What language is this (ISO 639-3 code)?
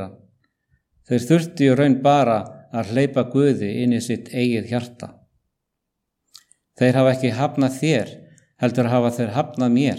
isl